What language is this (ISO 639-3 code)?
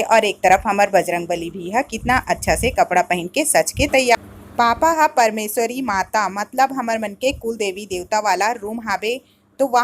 hne